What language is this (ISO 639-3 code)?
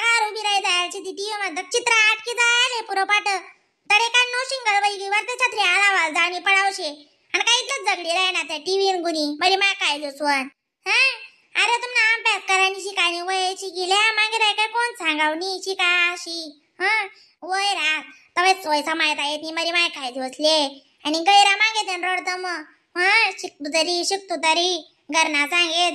khn